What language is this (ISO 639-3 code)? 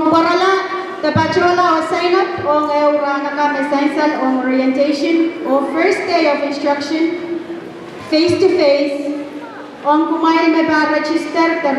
pon